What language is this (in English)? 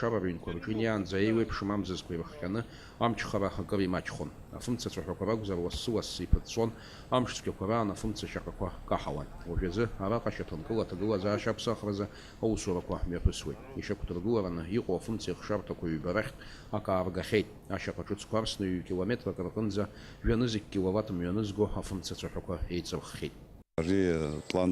Abkhazian